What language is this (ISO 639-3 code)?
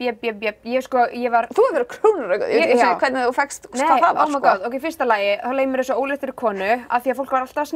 isl